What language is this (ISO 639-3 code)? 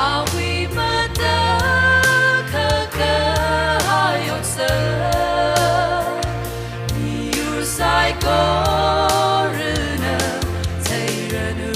nmf